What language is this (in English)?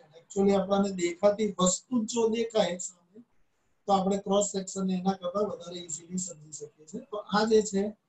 Gujarati